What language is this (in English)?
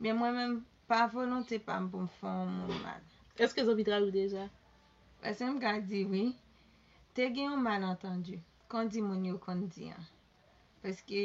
Haitian Creole